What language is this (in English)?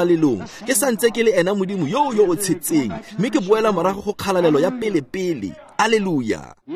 Tswana